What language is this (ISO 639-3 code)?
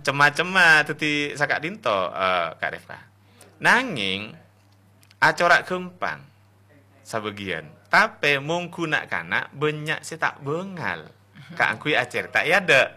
mad